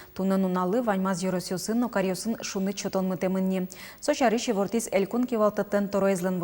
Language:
Udmurt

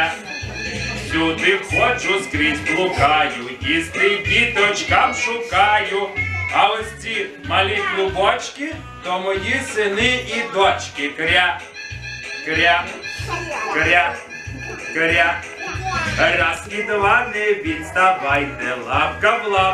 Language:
Ukrainian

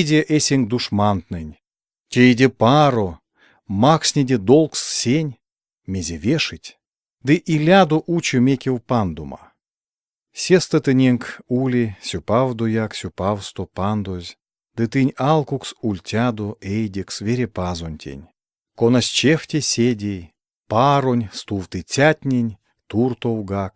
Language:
Erzya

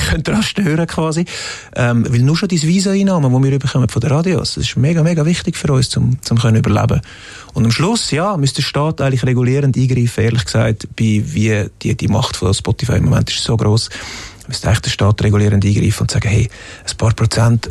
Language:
Swiss German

